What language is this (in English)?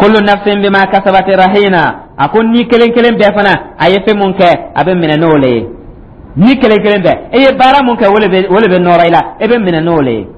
Dyula